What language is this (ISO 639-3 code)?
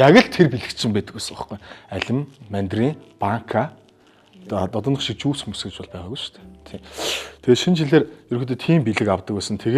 mon